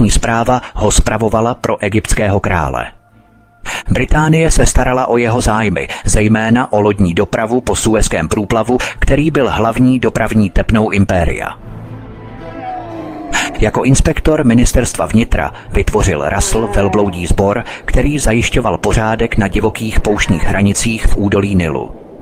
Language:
Czech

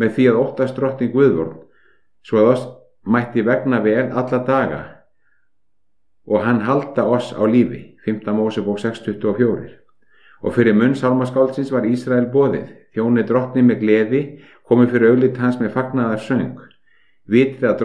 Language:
Icelandic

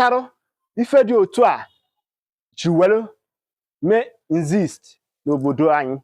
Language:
Igbo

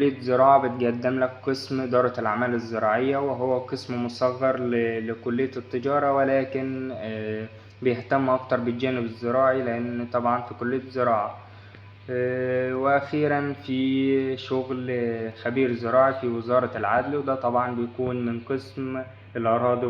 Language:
Egyptian Arabic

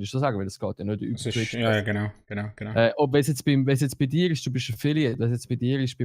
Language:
Swiss German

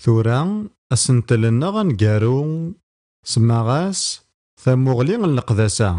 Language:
Kabyle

